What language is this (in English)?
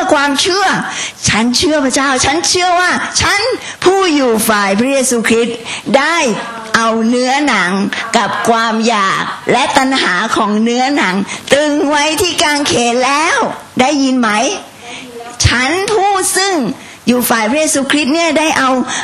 Thai